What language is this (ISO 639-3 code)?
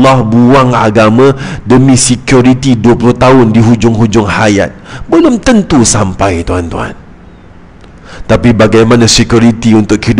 msa